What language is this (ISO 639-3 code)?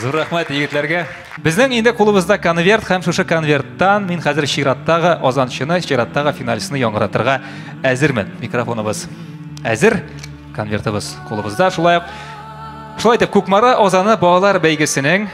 tat